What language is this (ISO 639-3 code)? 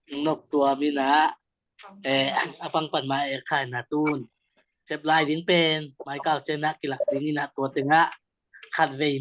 ctd